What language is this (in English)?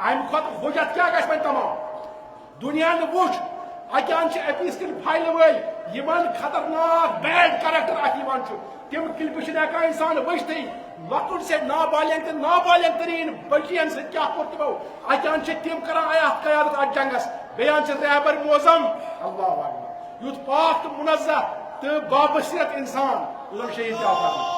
Kashmiri